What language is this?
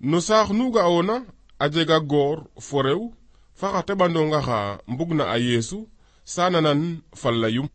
Serer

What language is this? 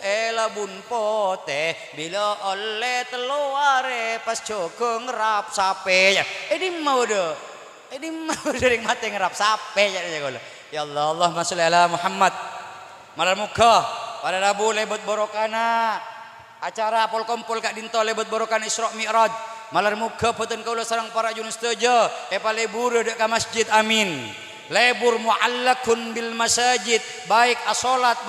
Madurese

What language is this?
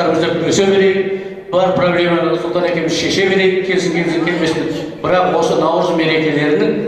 Kazakh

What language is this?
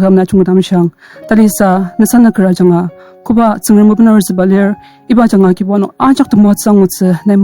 Ao Naga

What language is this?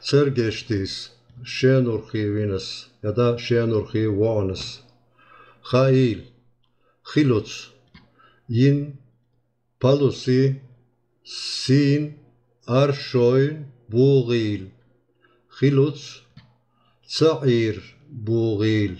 Chechen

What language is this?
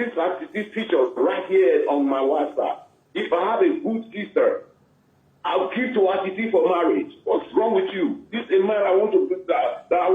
Nigerian Pidgin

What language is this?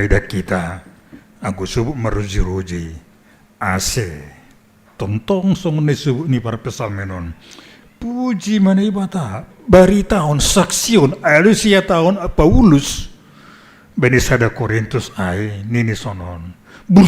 Batak Simalungun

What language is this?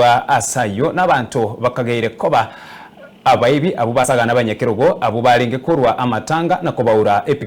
Gusii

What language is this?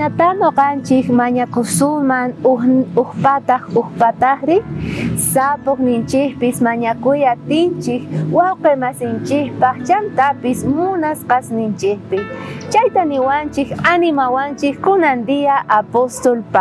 South Bolivian Quechua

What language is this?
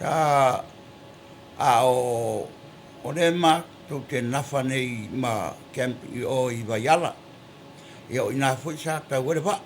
Samoan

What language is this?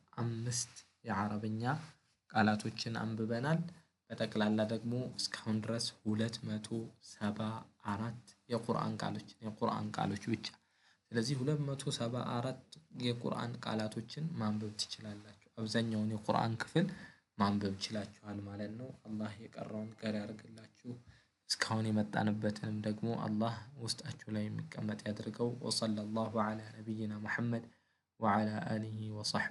Amharic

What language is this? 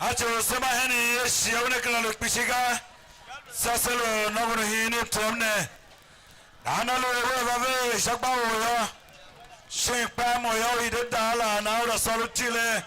Tiv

